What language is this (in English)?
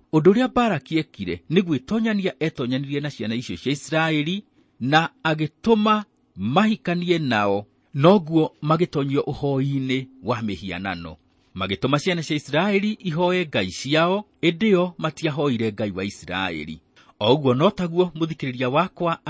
Kikuyu